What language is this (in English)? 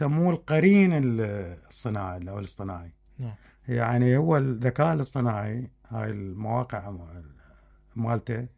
Mesopotamian Arabic